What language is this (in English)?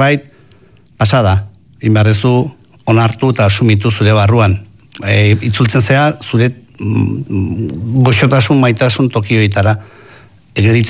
Basque